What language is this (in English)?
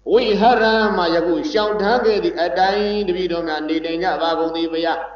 Burmese